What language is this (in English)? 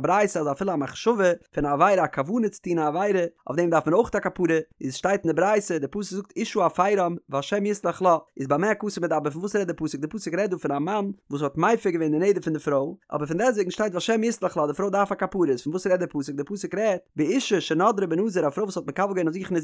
Yiddish